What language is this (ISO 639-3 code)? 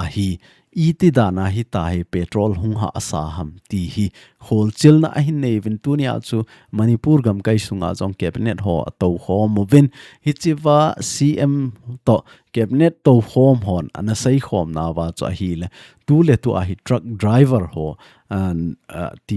tcz